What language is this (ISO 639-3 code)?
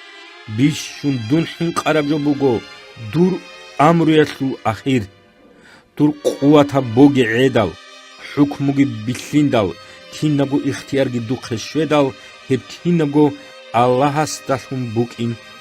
ava